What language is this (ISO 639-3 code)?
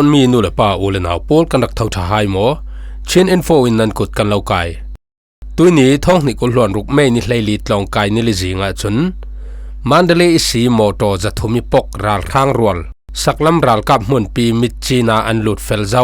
cfm